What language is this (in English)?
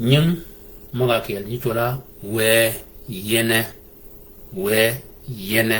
Shilluk